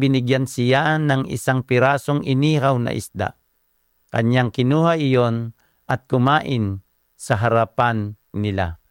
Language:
Filipino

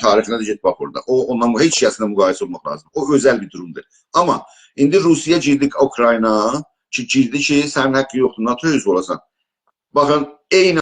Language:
South Azerbaijani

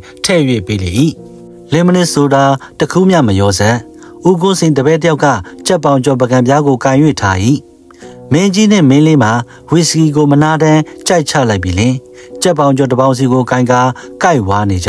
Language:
Burmese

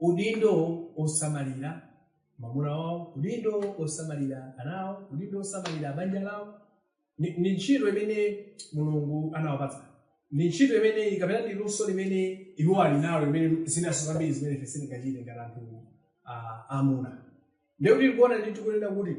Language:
Nyanja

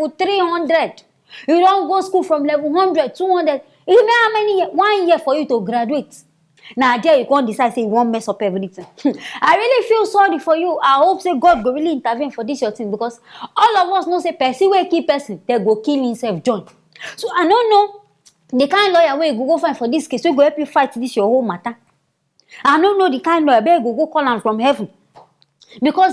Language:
Nigerian Pidgin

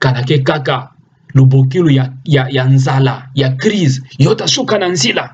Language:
Kituba (Democratic Republic of Congo)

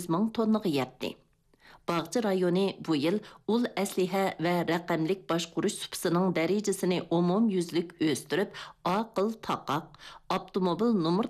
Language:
Uyghur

